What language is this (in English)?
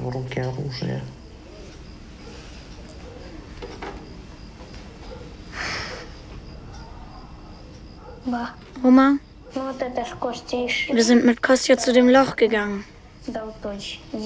German